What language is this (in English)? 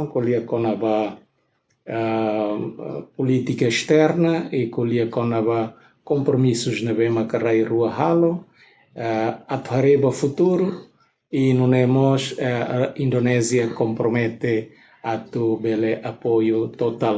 Tetum